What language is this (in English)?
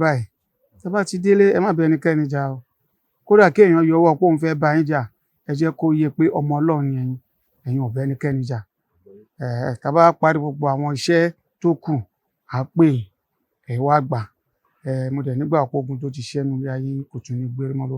Yoruba